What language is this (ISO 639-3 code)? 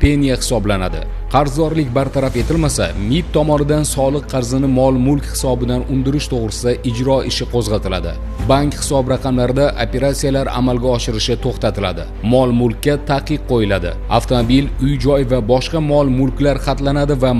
uzb